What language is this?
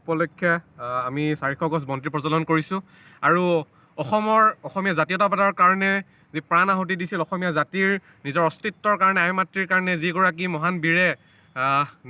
Assamese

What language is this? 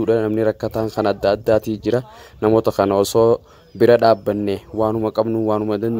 Oromo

